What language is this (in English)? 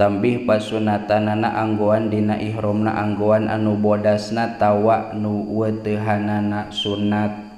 Sundanese